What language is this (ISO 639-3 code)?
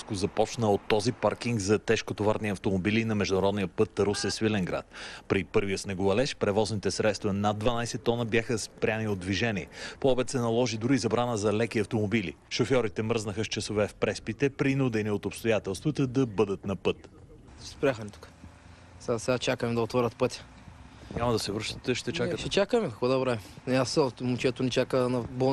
bul